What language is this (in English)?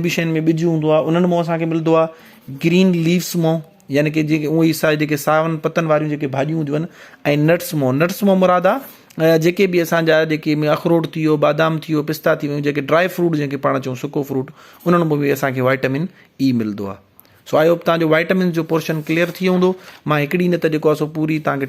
Sindhi